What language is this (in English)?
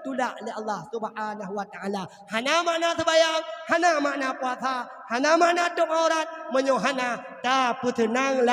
Achinese